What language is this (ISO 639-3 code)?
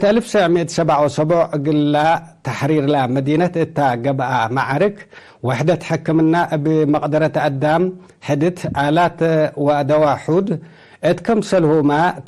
tig